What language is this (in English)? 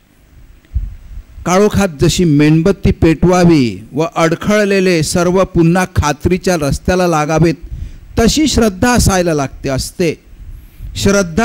Marathi